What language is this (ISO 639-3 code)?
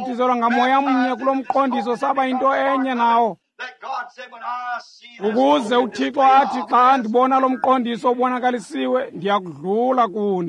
xho